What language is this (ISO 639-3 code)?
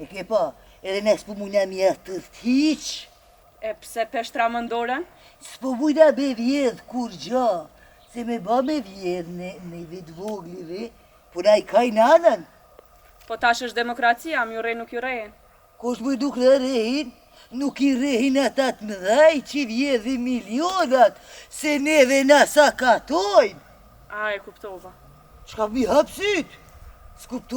sqi